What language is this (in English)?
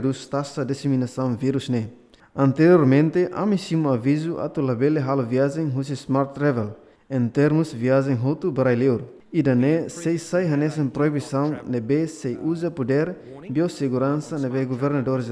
Tetum